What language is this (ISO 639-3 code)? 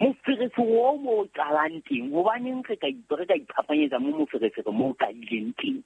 sot